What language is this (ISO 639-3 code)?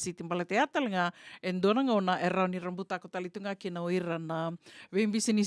fij